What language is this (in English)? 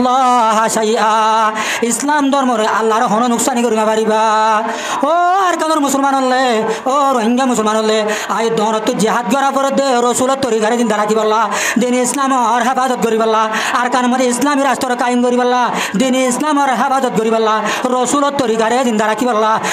Rohingya